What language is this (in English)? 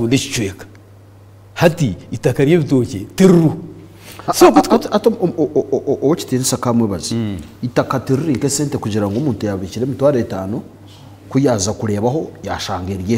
Nyankole